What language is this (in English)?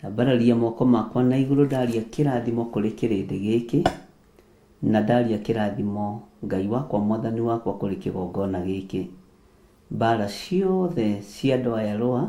Kikuyu